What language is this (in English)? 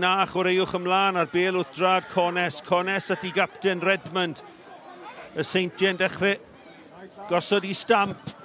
Welsh